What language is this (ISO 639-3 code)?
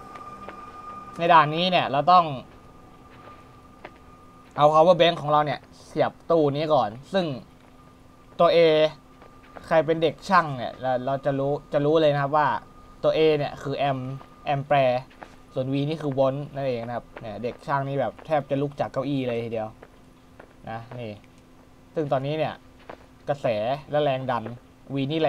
tha